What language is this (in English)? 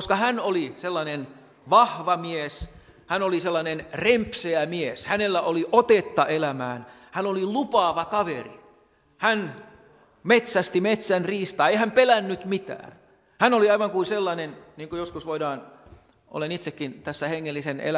Finnish